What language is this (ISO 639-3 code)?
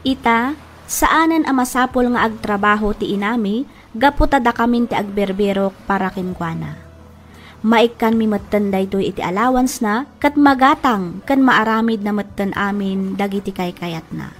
ilo